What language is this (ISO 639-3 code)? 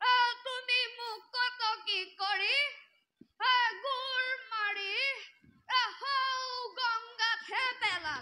asm